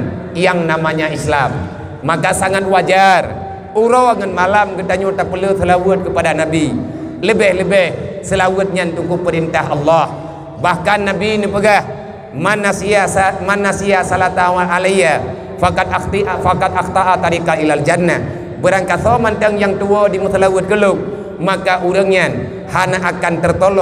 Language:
Achinese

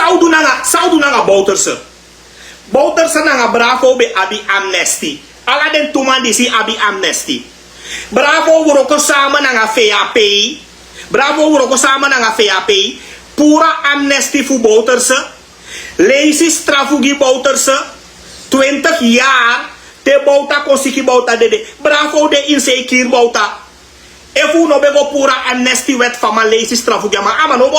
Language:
Sranan Tongo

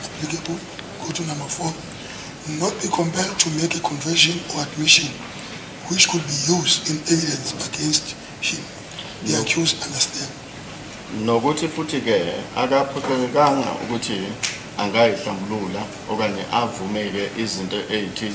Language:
Zulu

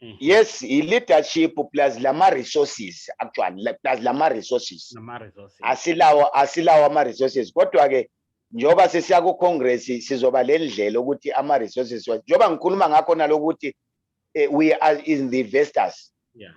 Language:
Zulu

